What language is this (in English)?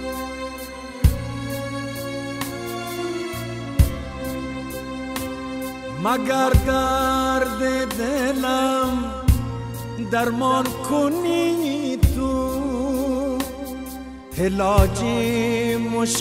Persian